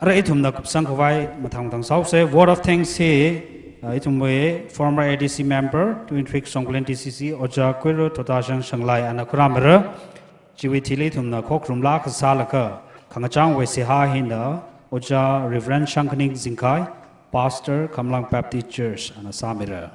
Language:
Tangkhul Naga (India)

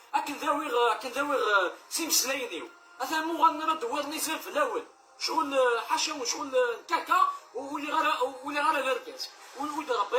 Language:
Kabyle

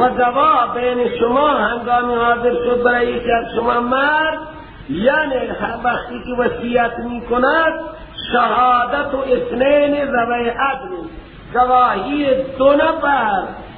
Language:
Persian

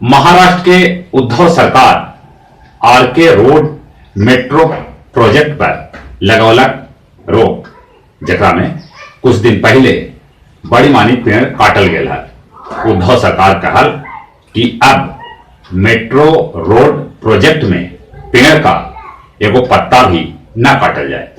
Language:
Magahi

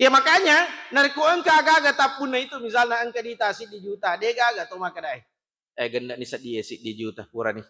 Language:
Buginese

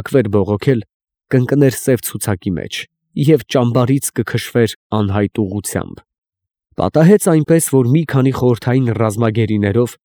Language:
Armenian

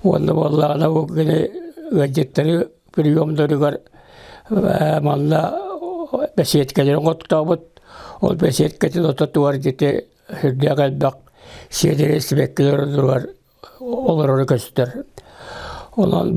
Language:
Yakut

